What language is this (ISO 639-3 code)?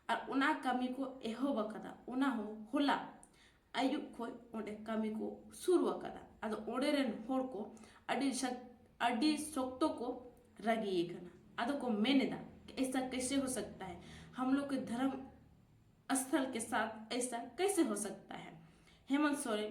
sat